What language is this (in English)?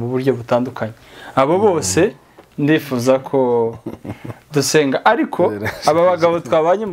Kinyarwanda